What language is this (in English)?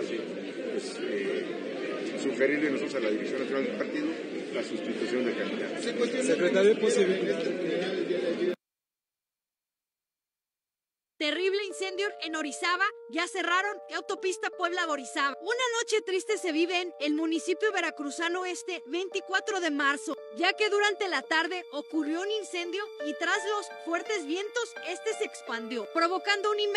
Spanish